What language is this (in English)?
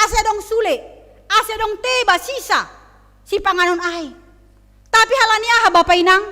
Batak Simalungun